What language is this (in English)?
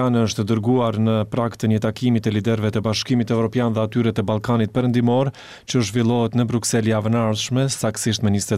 Albanian